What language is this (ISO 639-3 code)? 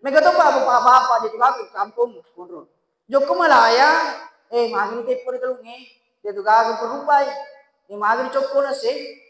bug